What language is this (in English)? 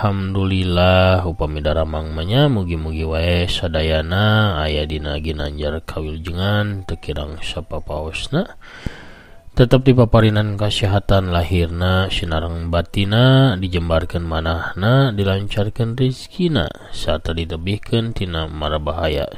Sundanese